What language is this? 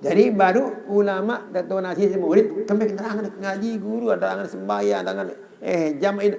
Sasak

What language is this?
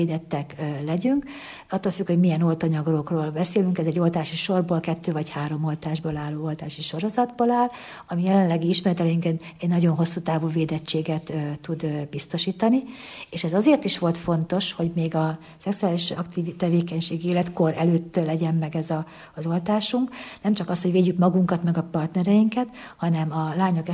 Hungarian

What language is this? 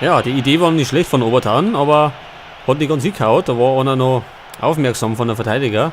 Bavarian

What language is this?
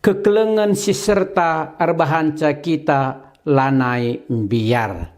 Batak Karo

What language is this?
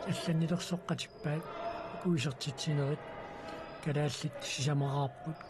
Kalaallisut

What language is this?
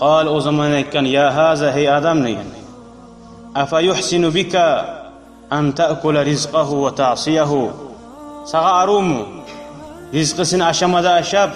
Kumyk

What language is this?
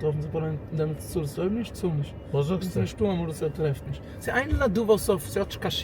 Yiddish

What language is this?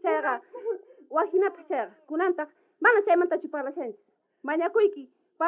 South Bolivian Quechua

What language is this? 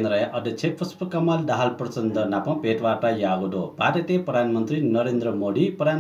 Newari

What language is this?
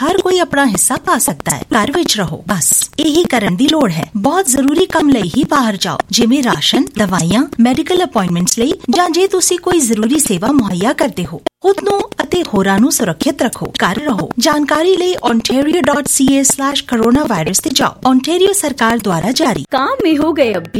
Punjabi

